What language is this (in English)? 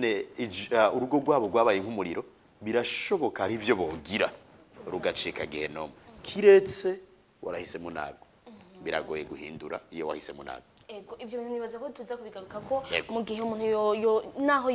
Rundi